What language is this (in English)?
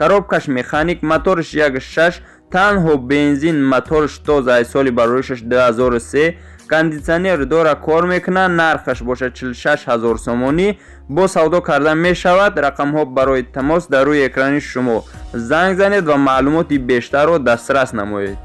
Tajik